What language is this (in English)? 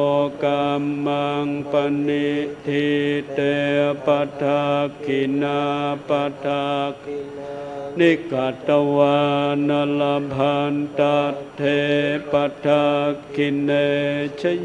Pali